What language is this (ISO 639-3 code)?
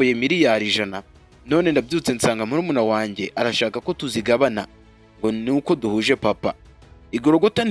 kin